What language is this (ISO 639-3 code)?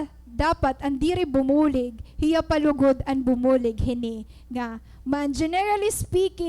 war